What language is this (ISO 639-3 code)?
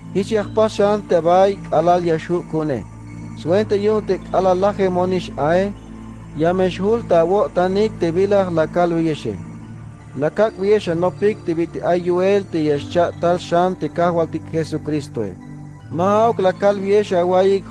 tzh